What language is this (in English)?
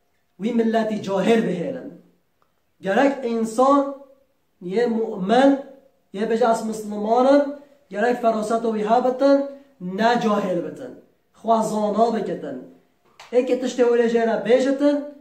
Kurdish